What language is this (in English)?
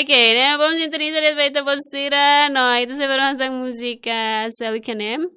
Tetum